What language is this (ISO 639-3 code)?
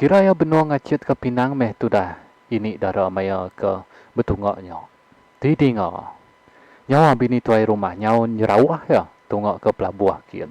iba